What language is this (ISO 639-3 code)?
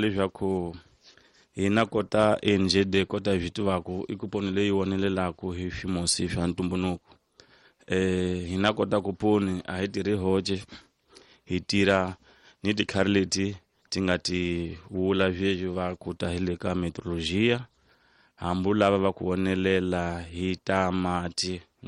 tso